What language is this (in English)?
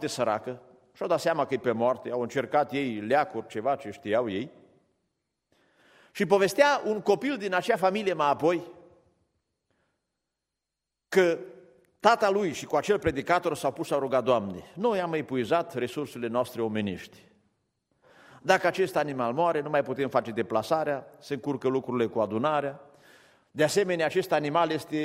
Romanian